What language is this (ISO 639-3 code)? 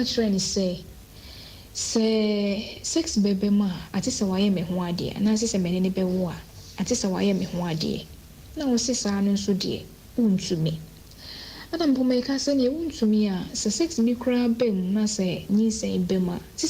aka